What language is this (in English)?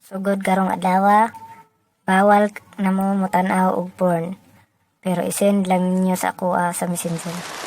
Cebuano